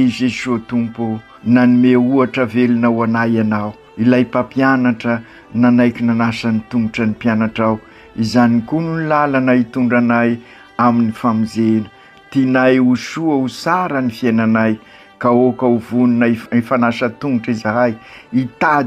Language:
Malagasy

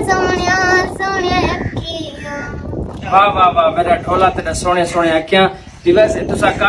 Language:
Saraiki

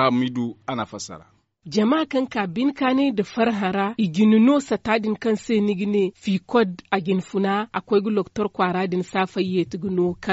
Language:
Zarma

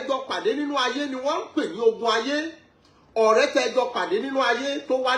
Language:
Yoruba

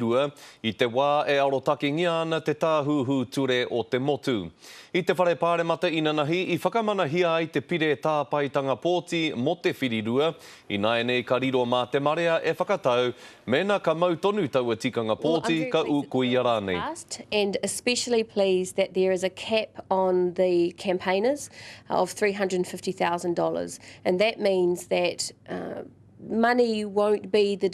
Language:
Māori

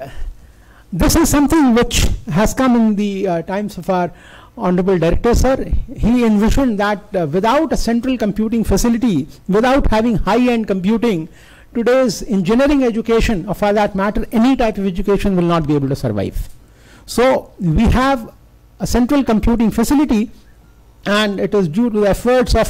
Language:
English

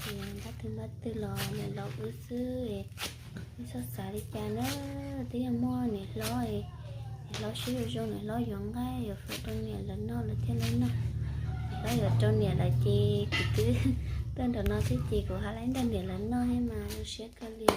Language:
Hmong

